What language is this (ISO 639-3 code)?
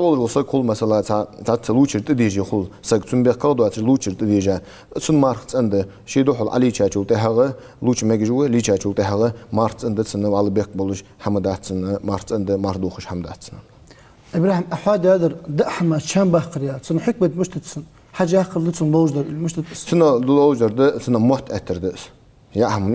inh